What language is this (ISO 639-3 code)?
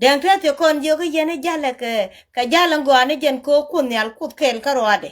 nus